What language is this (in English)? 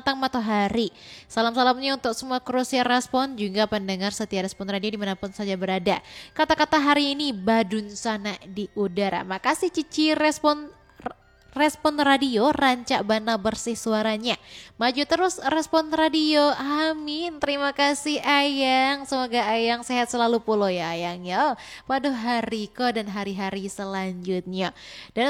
Minangkabau